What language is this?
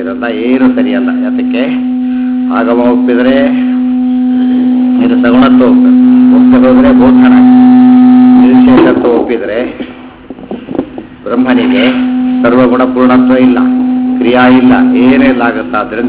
Kannada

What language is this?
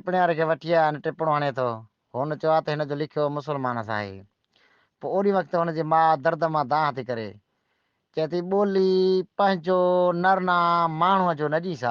Sindhi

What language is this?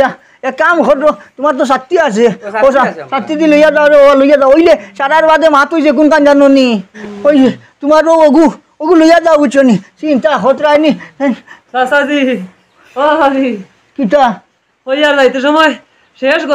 Sylheti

